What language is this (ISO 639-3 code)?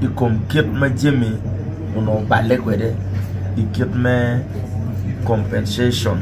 ach